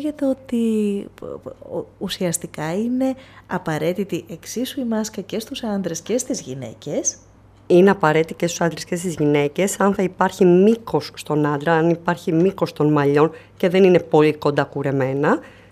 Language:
Greek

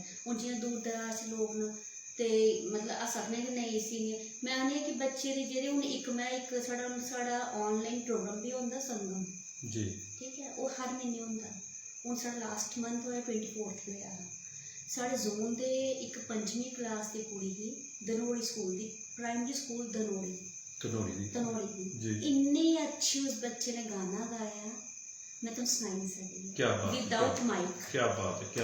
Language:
Dogri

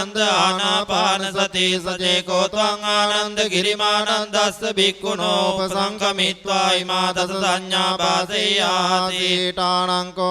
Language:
Pali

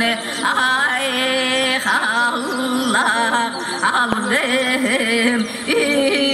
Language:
Yakut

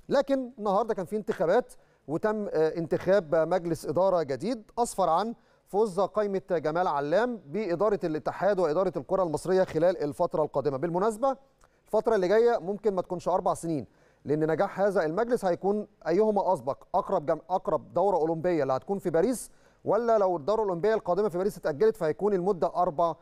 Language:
Egyptian Arabic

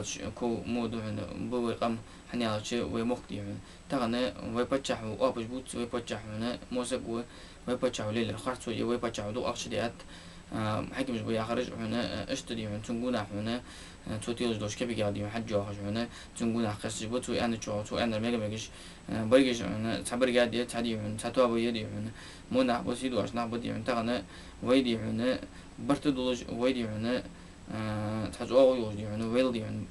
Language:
Ingush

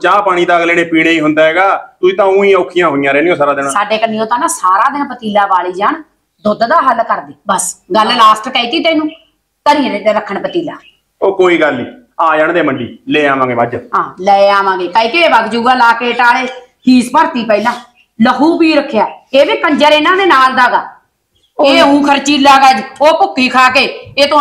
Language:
Punjabi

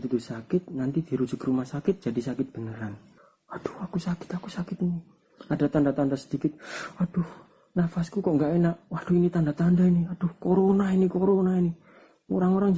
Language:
Indonesian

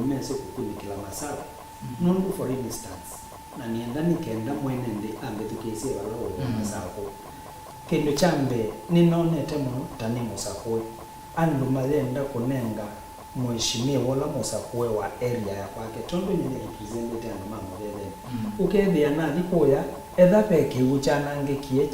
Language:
Kamba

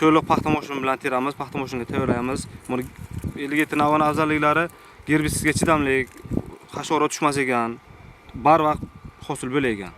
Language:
Uzbek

